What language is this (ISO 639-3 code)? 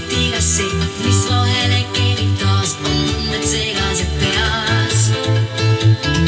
est